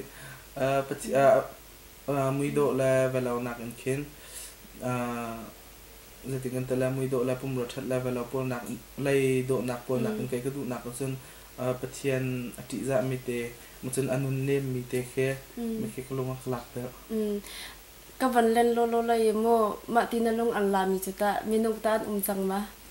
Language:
Hakha Chin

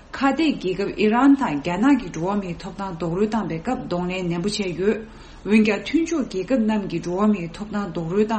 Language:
Tibetan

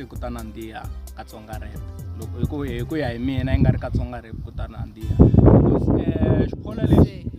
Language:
Tsonga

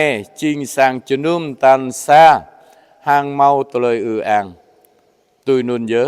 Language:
Jarai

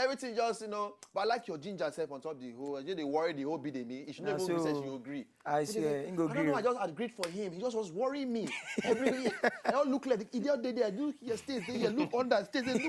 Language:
Nigerian Pidgin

